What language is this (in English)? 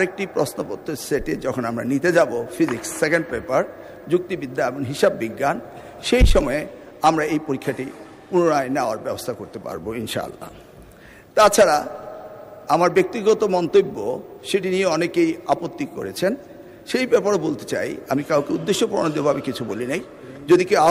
Bangla